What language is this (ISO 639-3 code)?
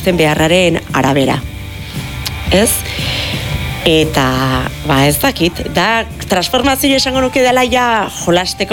eus